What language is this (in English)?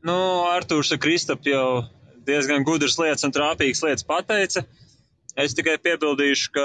Latvian